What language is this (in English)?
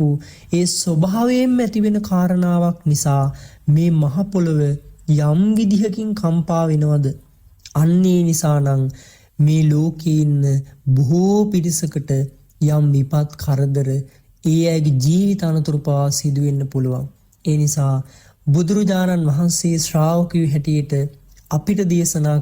Sinhala